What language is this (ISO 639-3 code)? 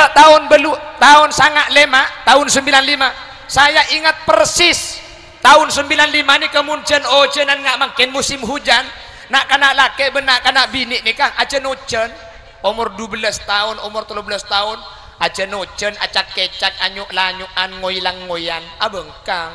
mad